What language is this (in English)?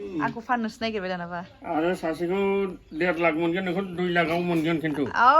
Bodo